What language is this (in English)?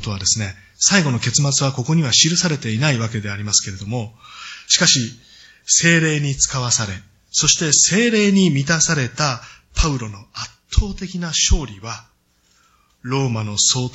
Japanese